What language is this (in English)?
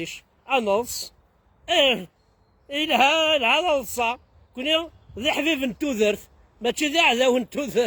Kabyle